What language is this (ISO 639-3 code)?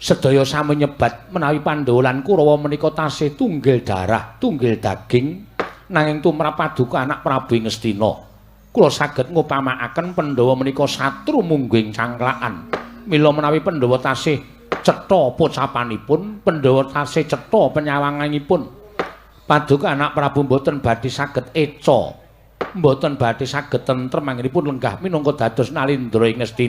jav